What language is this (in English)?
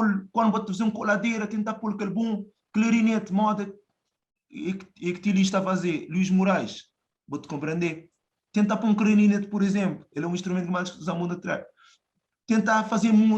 Kabuverdianu